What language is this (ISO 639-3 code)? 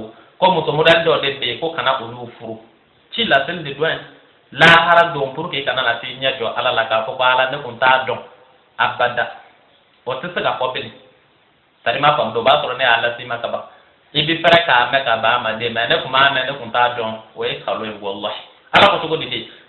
bam